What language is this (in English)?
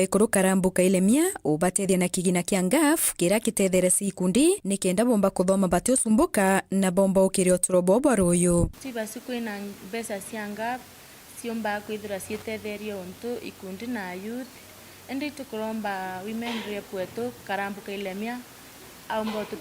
Meru